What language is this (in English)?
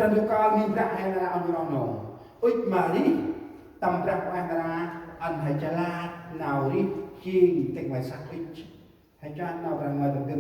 Central Mnong